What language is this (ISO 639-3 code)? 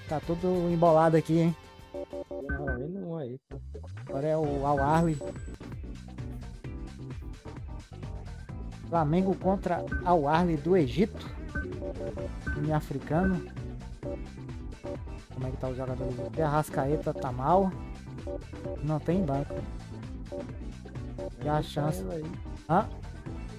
por